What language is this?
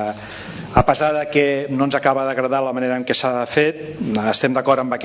Catalan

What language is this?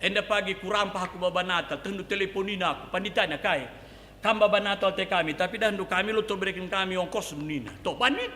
Batak Karo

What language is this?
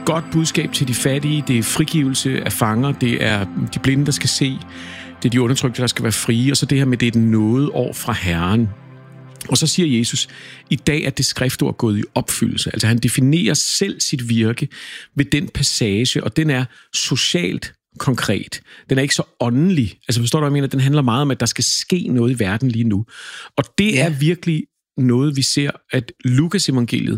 Danish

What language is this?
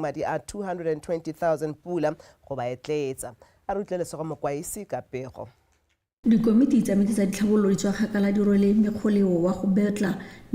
Tswana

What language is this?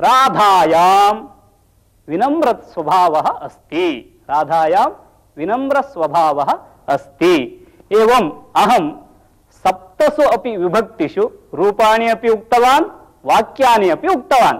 Sanskrit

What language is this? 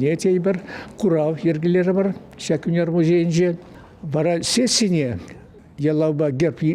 Chuvash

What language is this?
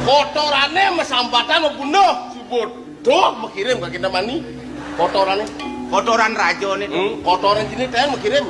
Balinese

